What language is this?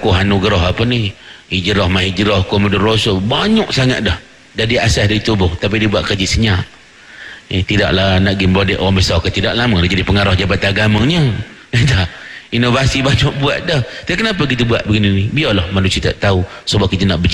Malay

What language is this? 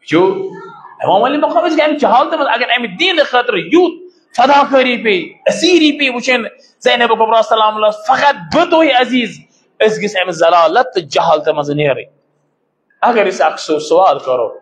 Kashmiri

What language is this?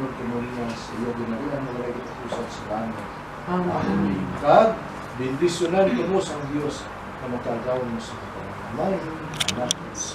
Hiligaynon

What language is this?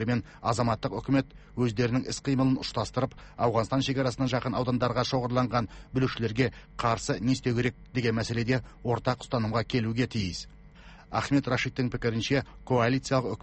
Kazakh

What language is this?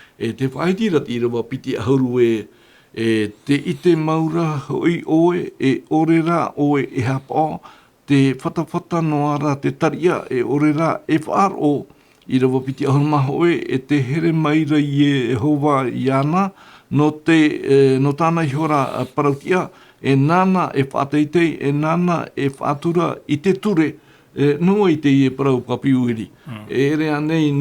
Tahitian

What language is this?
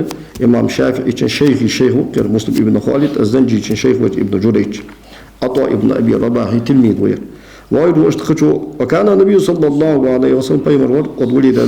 Ingush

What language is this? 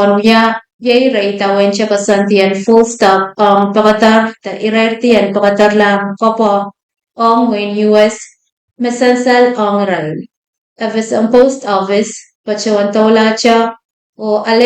Pohnpeian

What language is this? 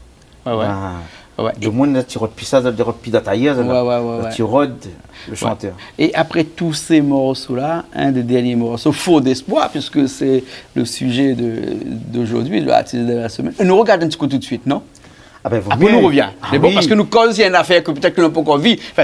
Réunion Creole French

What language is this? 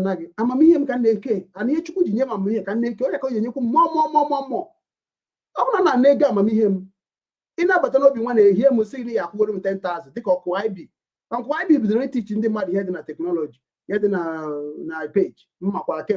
Igbo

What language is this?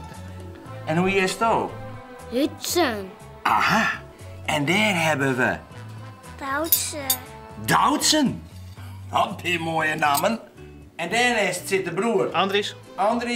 Western Frisian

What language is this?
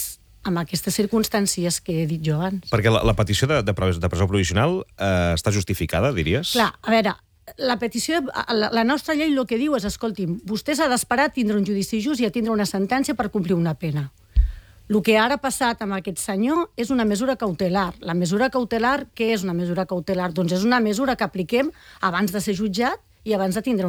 Catalan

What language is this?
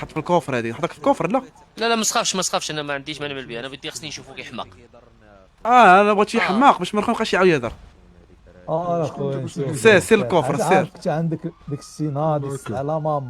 Moroccan Arabic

